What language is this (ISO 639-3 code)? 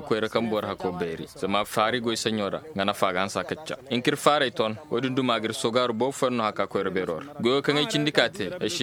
ses